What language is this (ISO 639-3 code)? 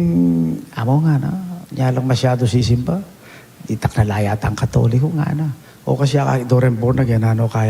pam